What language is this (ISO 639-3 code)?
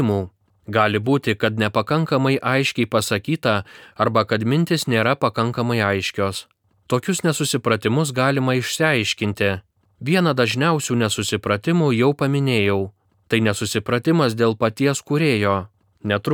lit